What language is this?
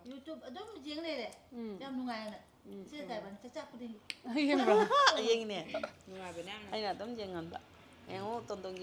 Manipuri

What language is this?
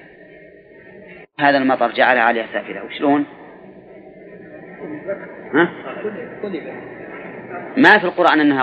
Arabic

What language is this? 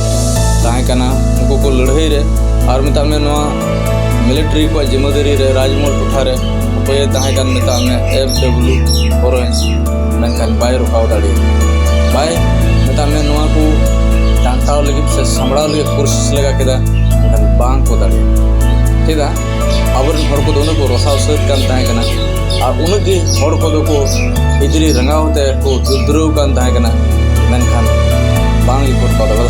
Santali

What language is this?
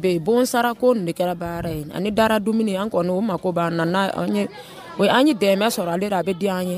Dyula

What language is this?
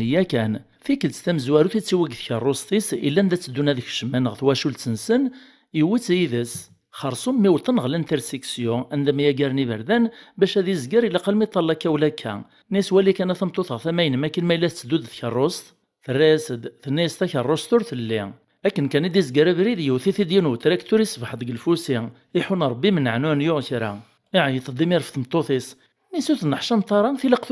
Kabyle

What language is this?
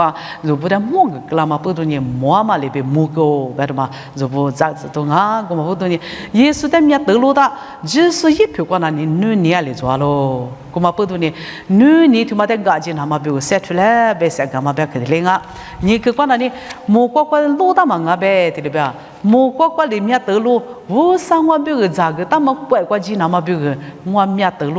Lisu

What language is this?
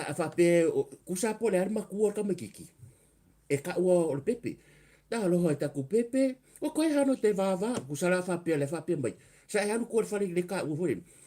Samoan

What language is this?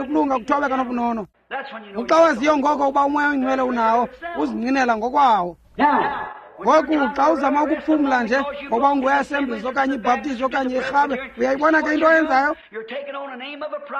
Xhosa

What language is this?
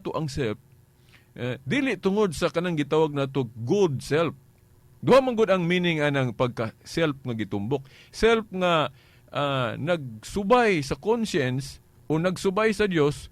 Cebuano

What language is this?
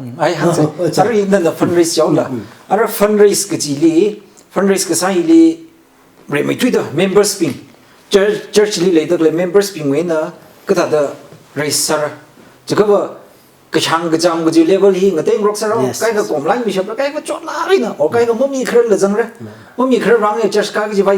Tangkhul Naga (India)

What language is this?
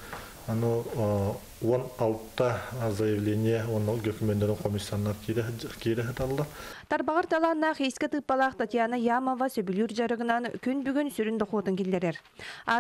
Yakut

